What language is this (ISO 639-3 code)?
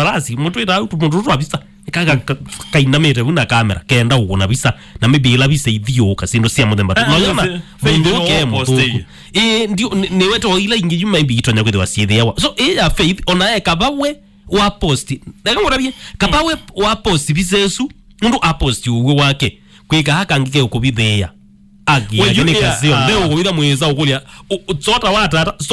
kam